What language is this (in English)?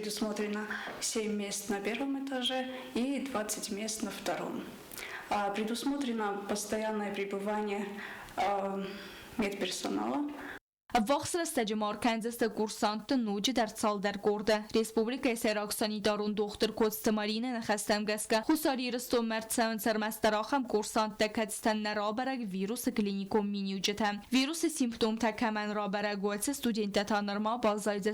Ossetic